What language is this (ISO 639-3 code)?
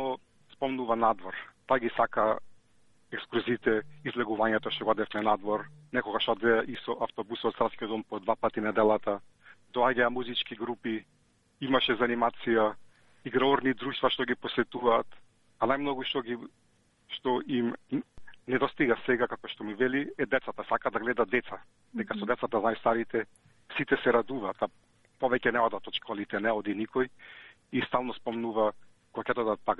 mkd